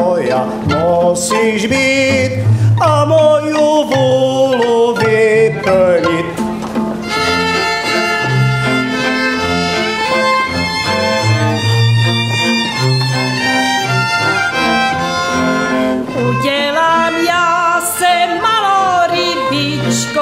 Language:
Czech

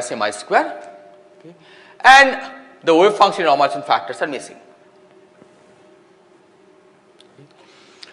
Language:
English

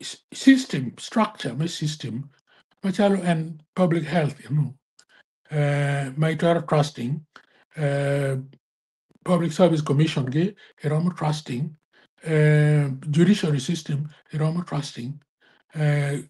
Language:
Acoli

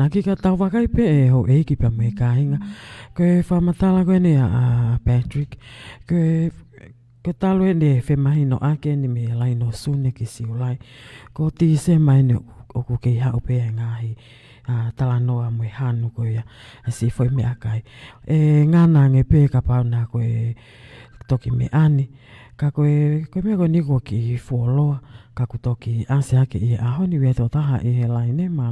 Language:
Tongan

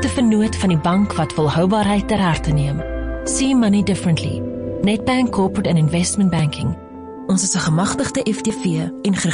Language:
Afrikaans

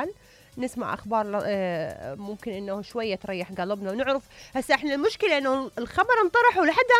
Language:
Mesopotamian Arabic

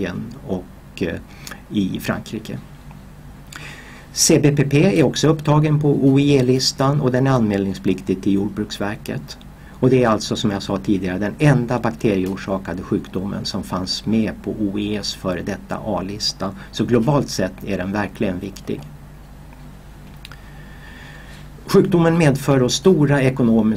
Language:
Swedish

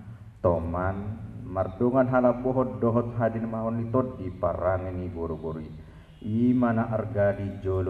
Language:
Batak Toba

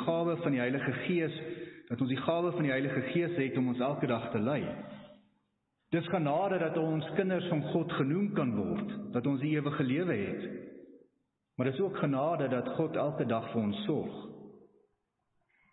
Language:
Afrikaans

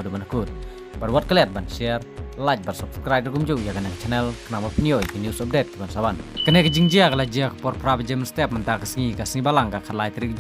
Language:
Khasi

